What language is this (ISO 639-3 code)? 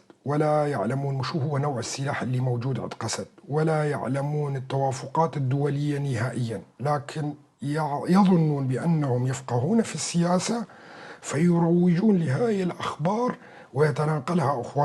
apc